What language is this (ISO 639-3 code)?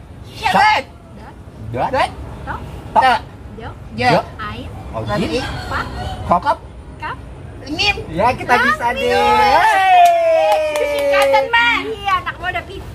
bew